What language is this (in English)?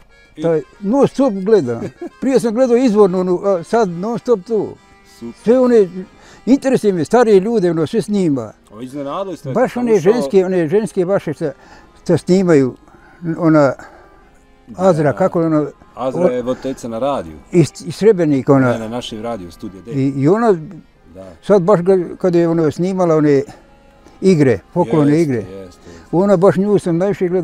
Bosnian